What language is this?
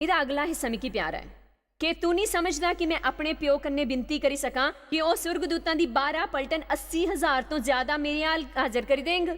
Dogri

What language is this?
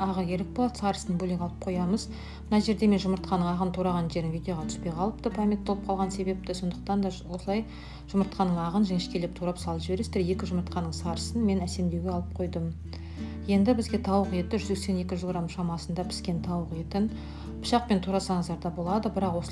Kazakh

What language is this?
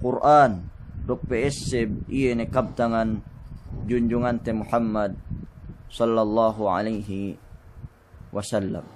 Yakan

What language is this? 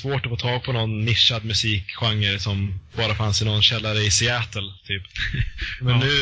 Swedish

